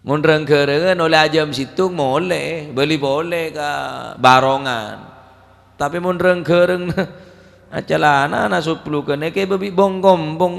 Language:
Madurese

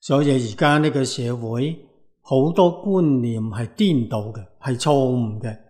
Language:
Cantonese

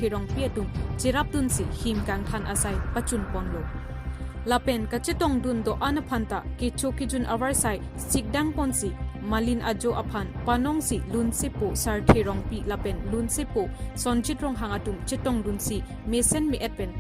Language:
Karbi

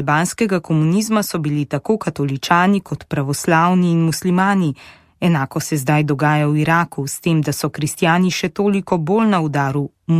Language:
Slovenian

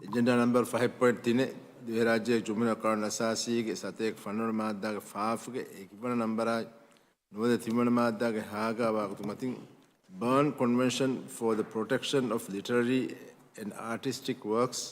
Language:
Divehi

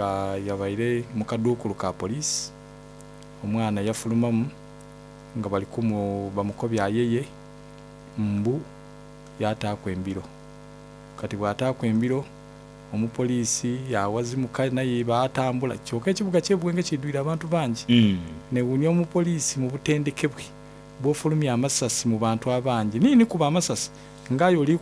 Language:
Soga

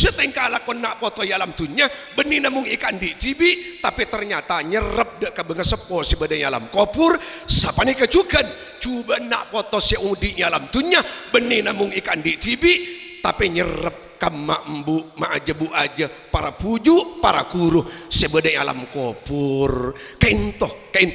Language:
Madurese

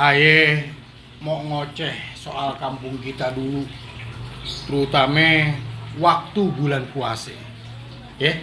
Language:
Betawi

